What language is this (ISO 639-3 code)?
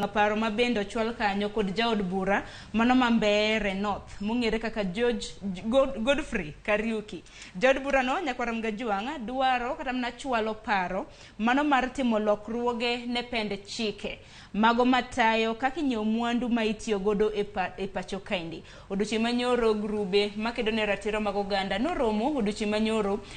luo